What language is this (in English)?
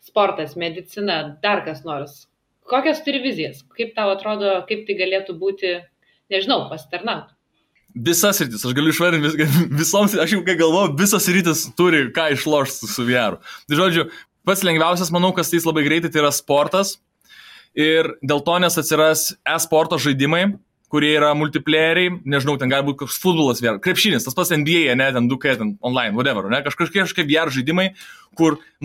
Lithuanian